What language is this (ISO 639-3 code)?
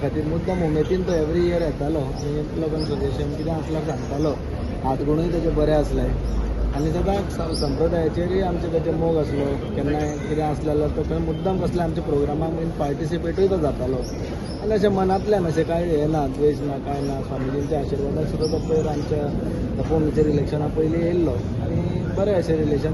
kok